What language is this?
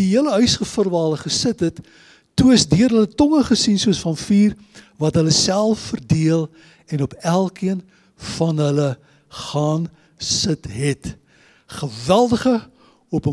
Afrikaans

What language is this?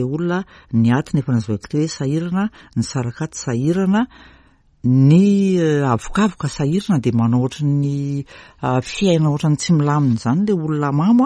Malagasy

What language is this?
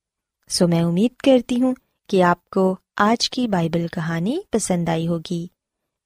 Urdu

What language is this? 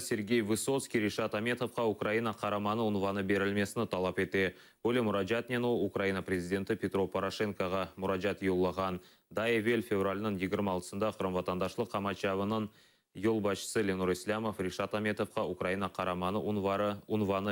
Crimean Tatar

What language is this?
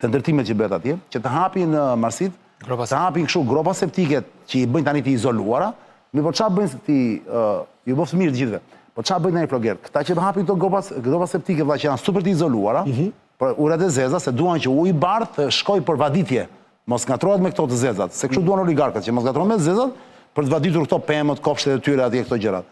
Albanian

